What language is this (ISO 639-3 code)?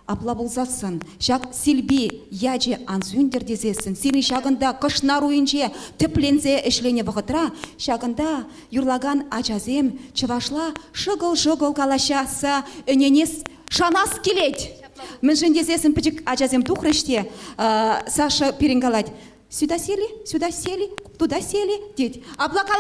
chv